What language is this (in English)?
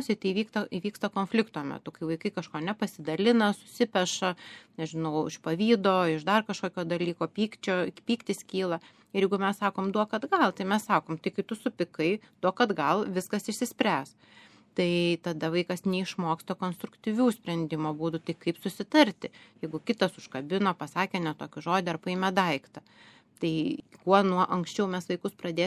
Lithuanian